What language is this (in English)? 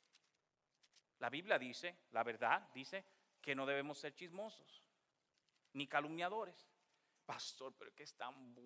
Spanish